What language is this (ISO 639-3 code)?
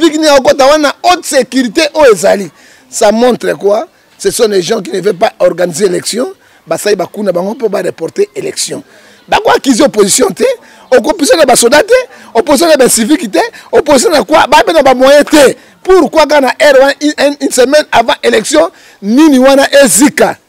lin